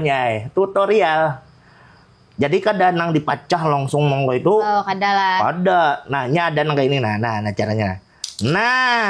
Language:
Banjar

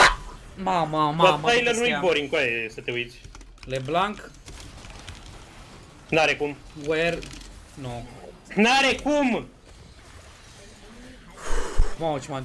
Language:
Romanian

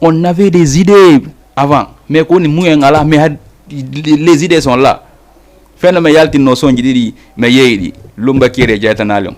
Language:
Fula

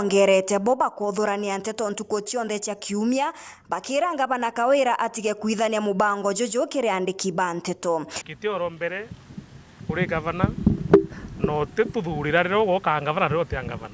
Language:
Meru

